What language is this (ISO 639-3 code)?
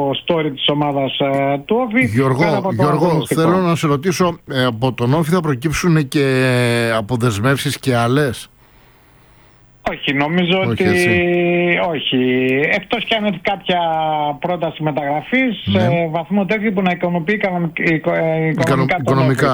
ell